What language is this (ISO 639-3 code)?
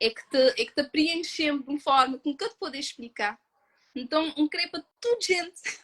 kea